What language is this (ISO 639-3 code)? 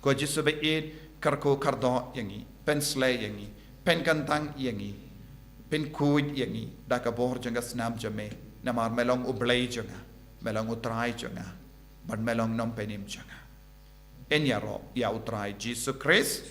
kha